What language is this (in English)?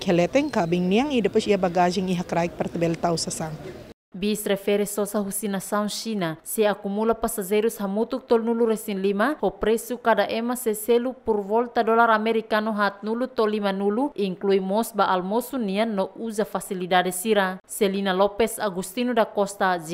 Tetum